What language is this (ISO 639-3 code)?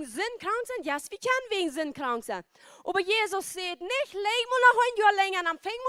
pdt